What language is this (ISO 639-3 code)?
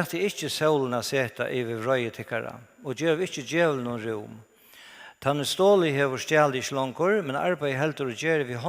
fao